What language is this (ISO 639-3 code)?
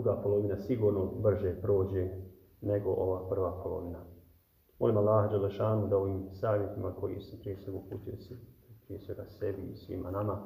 bos